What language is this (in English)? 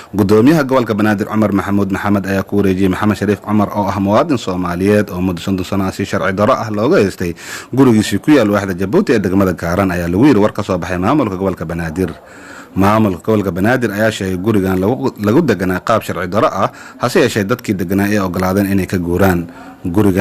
Somali